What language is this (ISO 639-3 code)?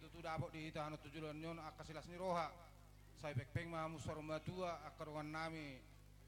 bbc